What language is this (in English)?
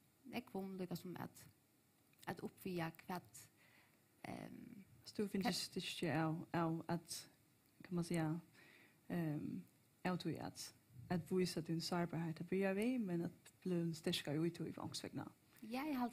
Faroese